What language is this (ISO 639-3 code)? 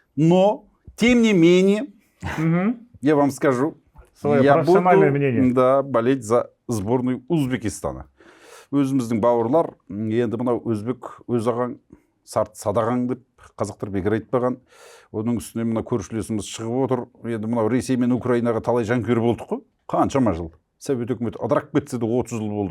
kaz